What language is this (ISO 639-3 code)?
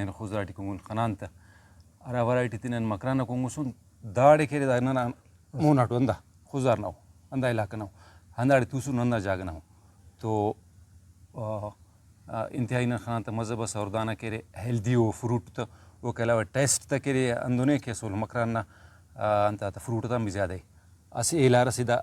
brh